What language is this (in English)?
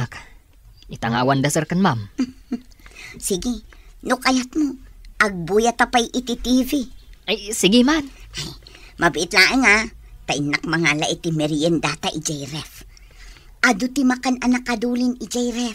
Iloko